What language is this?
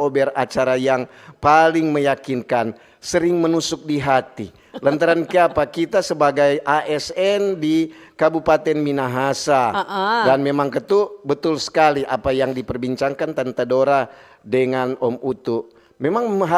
Manado Malay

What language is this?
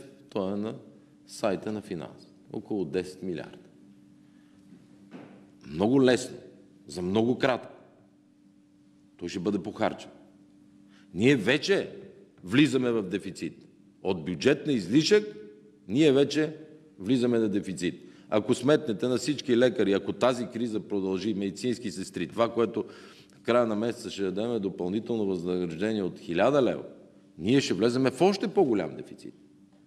Bulgarian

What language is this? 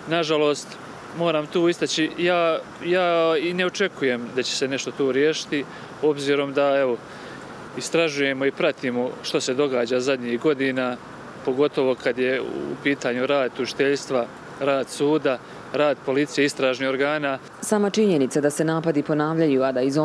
Bosnian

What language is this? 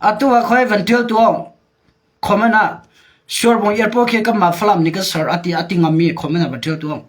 Hakha Chin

